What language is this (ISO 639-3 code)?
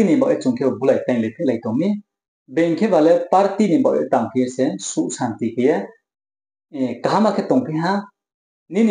ria